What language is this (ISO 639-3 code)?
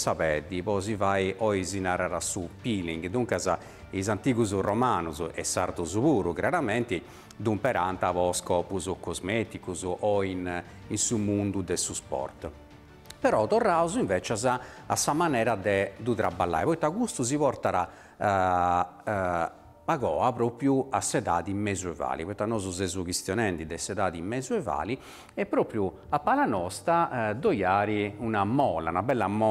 srd